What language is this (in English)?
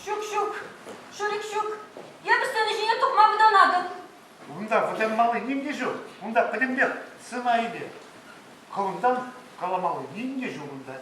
Chuvash